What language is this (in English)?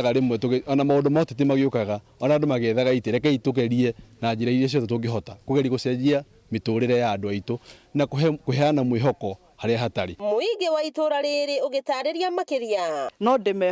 Kikuyu